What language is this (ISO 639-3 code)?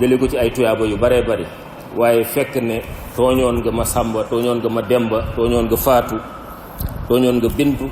wol